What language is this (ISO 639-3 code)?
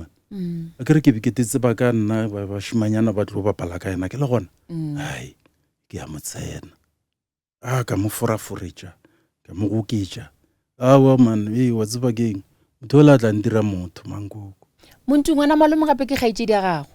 nso